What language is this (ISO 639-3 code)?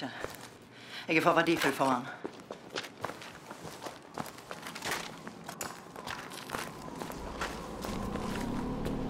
nor